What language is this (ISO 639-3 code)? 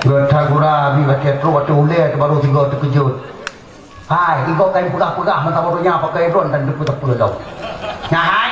ace